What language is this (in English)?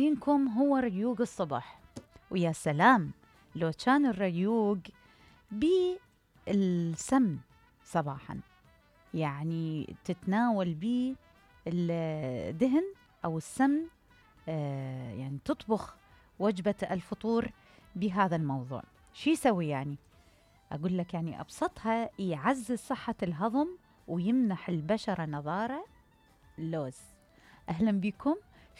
Mesopotamian Arabic